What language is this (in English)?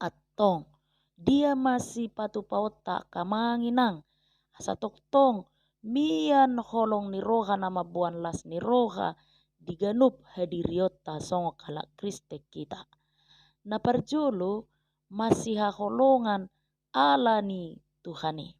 Batak Toba